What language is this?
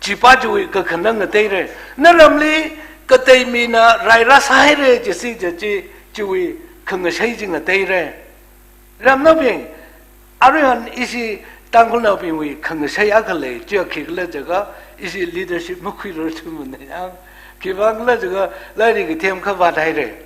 Tangkhul Naga (India)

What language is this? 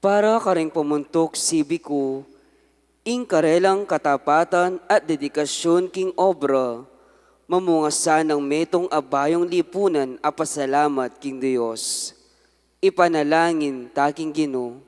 Pampanga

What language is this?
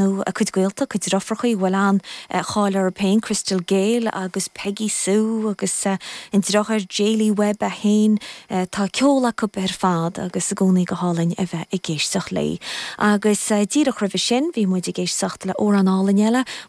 Irish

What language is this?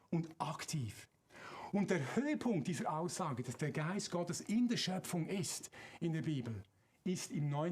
Swiss German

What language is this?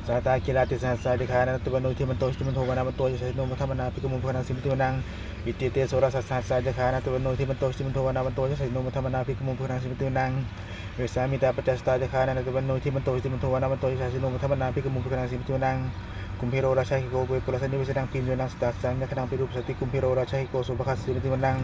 Pali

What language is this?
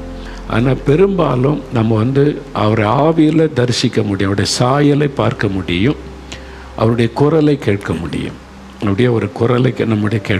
Tamil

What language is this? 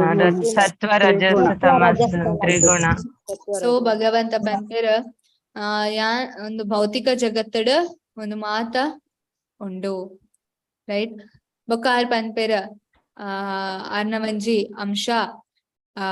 Tulu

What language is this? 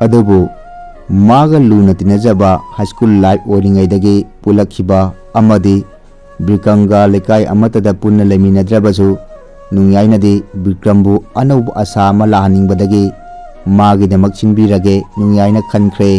Manipuri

